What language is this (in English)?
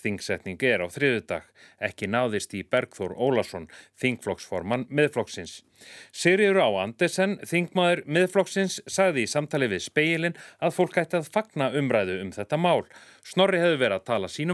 Icelandic